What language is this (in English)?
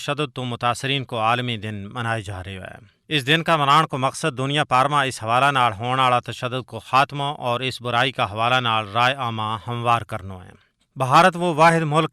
Gujari